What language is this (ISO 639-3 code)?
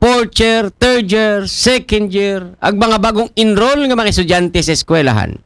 akl